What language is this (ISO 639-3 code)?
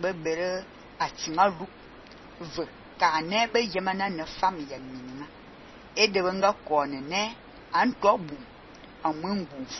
fan